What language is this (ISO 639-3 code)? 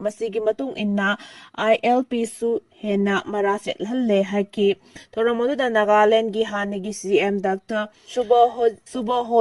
mni